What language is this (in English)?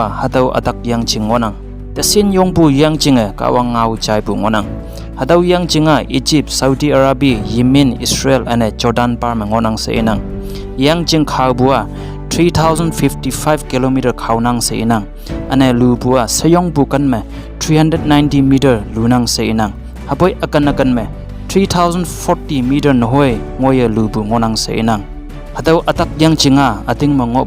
Konyak Naga